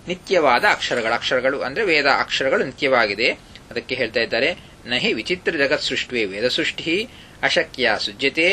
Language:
Kannada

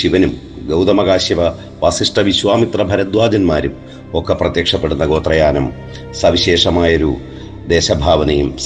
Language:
Malayalam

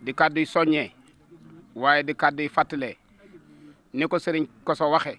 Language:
Wolof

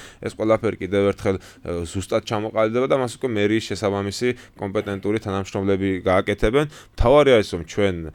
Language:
Georgian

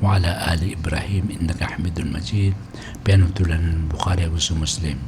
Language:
Maranao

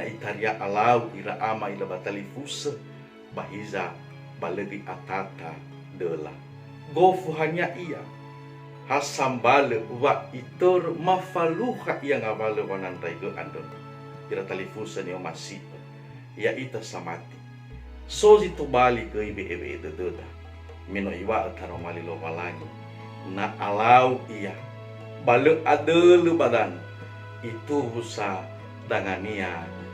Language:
Nias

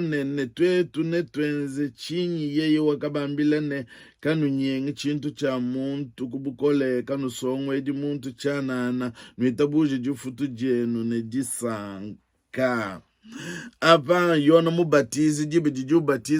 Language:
Luba-Lulua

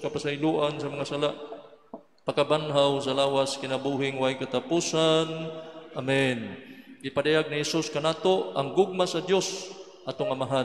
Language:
Cebuano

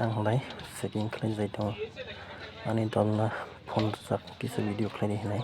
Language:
Kok Borok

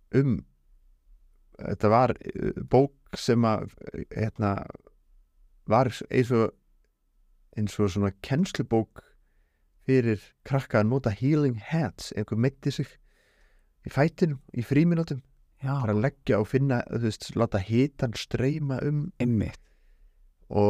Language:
Icelandic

